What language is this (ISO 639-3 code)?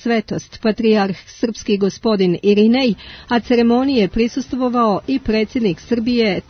srp